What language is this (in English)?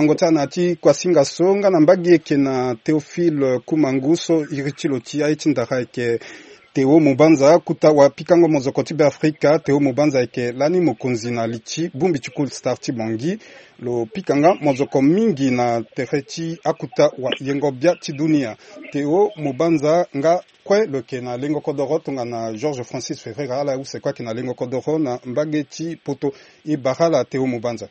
Sango